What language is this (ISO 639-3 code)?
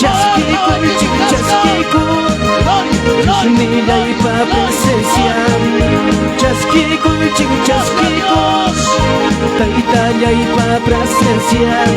quy